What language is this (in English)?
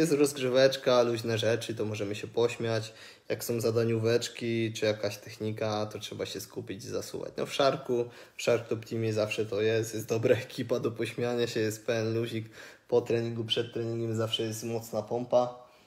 Polish